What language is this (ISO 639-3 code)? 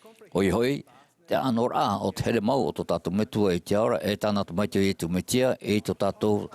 tah